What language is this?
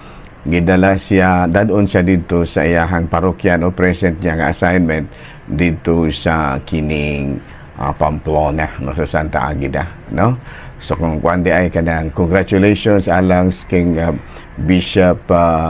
Cebuano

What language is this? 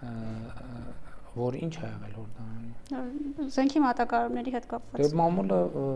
Armenian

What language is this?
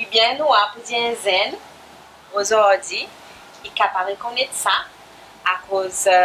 Seselwa Creole French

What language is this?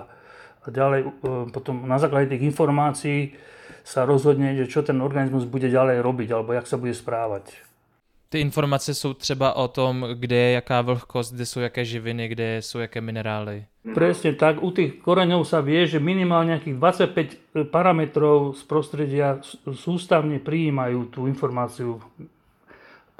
Slovak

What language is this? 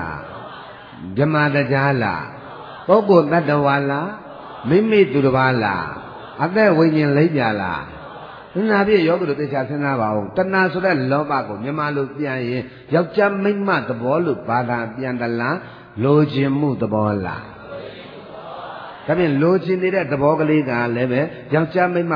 Burmese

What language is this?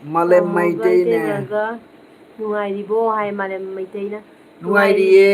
Manipuri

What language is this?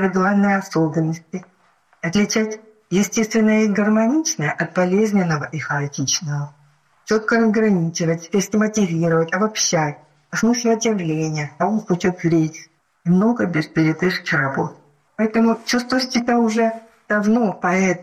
Russian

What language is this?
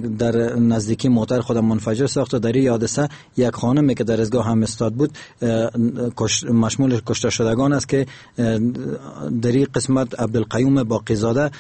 Persian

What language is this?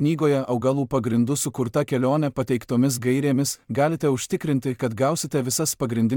Lithuanian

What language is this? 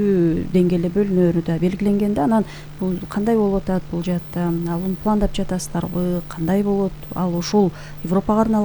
Kyrgyz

